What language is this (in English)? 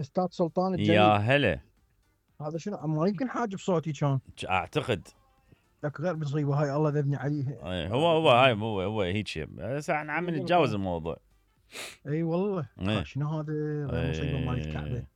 Mesopotamian Arabic